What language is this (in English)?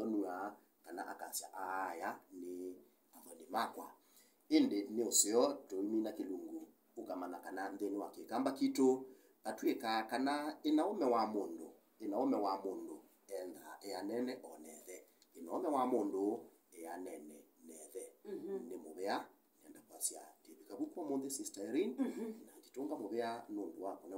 Kamba